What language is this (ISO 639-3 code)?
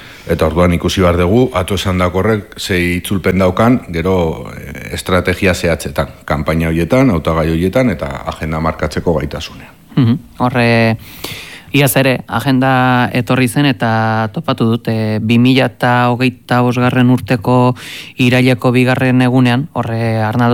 eus